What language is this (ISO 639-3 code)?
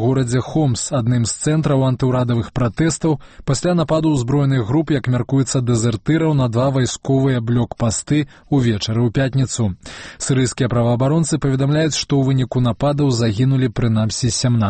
bel